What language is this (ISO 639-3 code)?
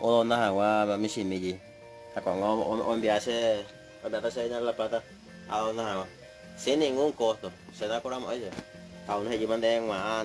grn